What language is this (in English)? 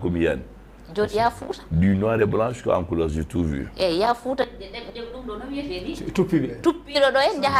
Fula